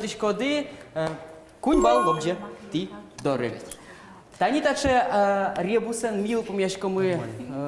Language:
Udmurt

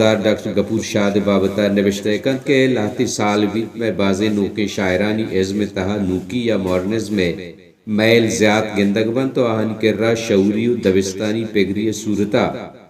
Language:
Baluchi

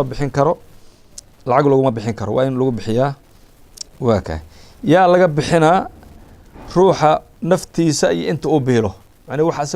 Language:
Somali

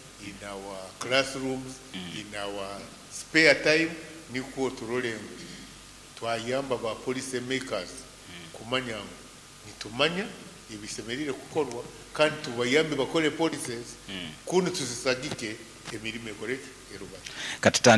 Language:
Nyankole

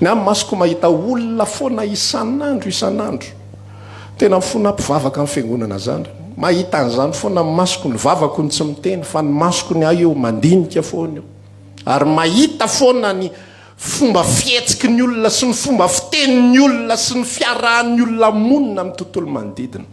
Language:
Malagasy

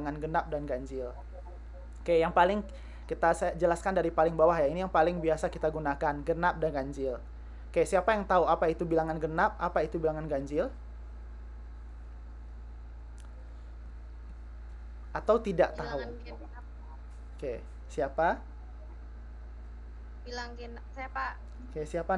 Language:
Indonesian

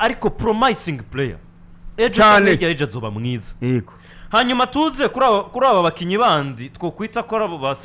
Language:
Rundi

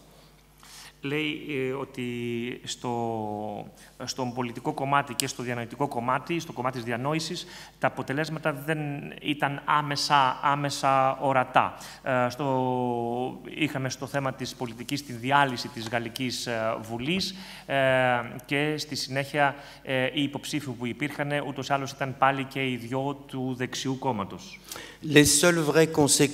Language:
Greek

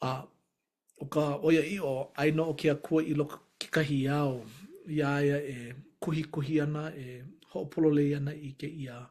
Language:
Hawaiian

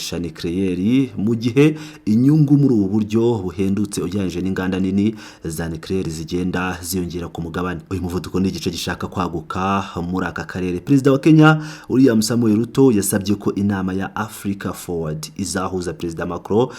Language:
Kinyarwanda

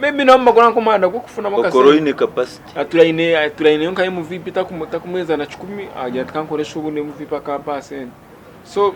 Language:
Nyankole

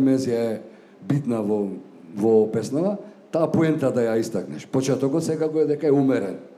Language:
Macedonian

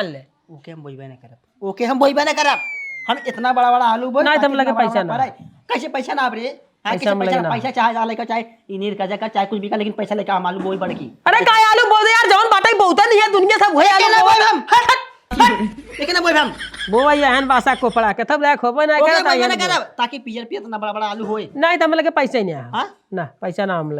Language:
Awadhi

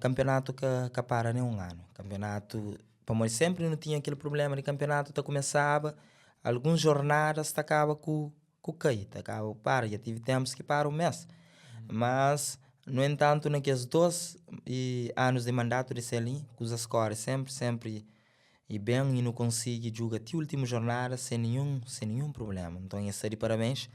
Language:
Kabuverdianu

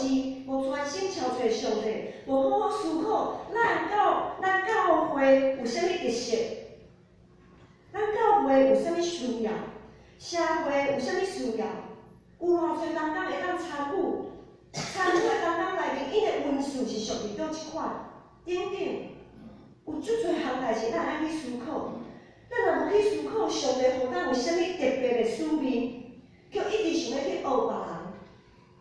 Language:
Min Nan Chinese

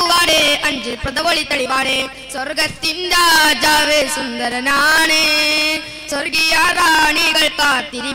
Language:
Malayalam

